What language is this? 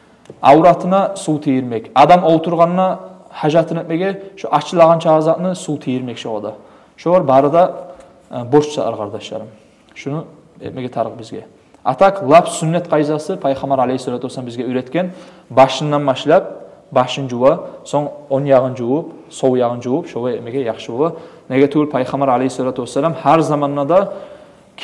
Kumyk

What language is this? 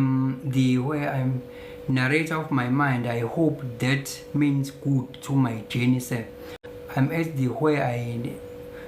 Zulu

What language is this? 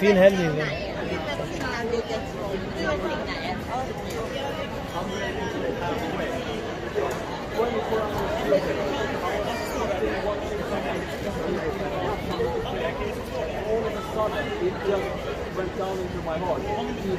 Swedish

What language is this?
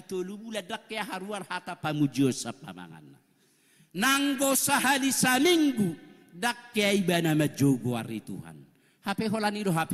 Batak Toba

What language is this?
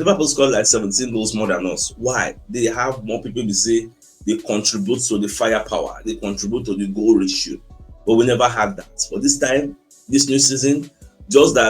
Nigerian Pidgin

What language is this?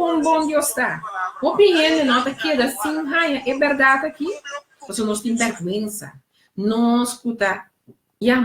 Papiamento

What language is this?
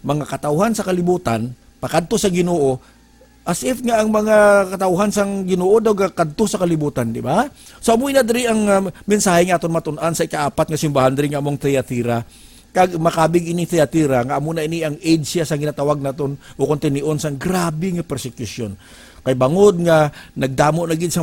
Hiligaynon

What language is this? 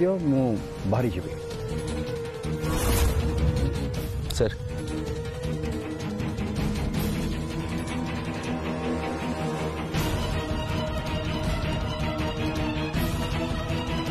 Odia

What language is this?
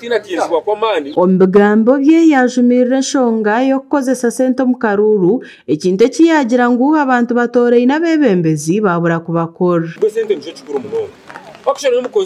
Nyankole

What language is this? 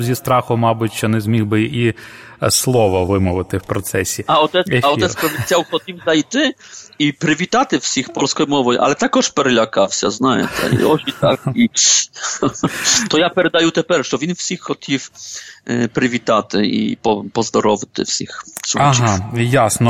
Ukrainian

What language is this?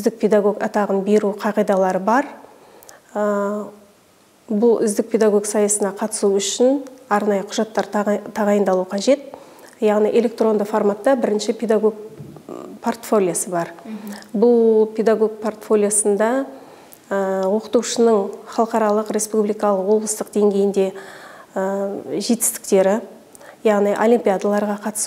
Kazakh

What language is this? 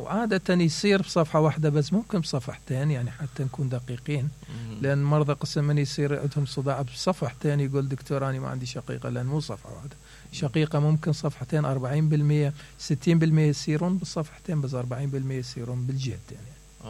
Mesopotamian Arabic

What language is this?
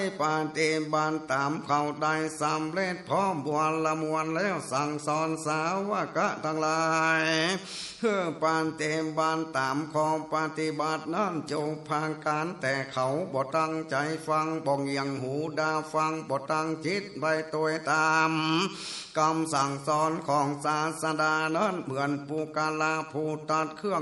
Northern Thai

